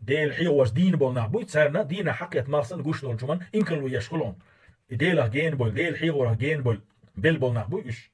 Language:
Chechen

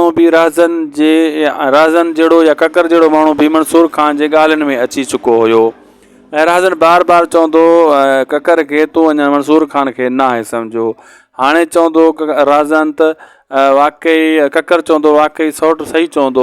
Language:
Sindhi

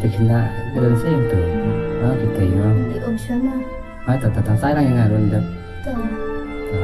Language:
Khasi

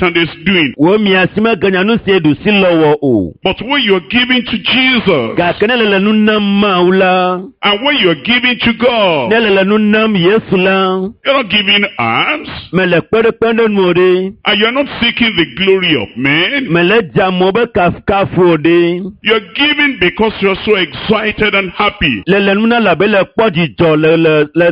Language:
Ewe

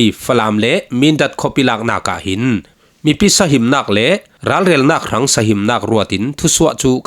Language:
Falam Chin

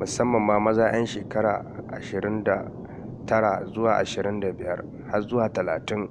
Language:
Hausa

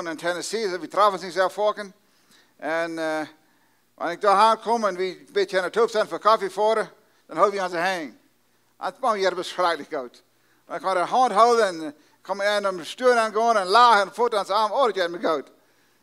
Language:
Plautdietsch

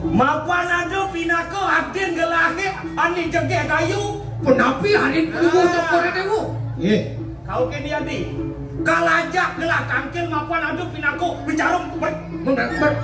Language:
Balinese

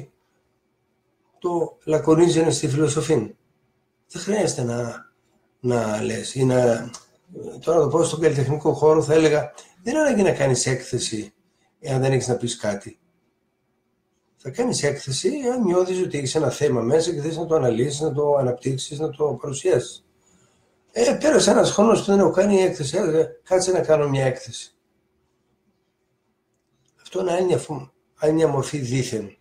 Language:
Greek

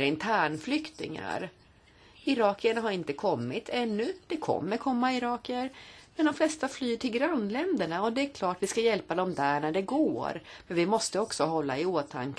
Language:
Swedish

